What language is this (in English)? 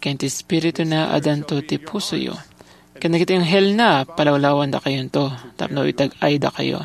Iloko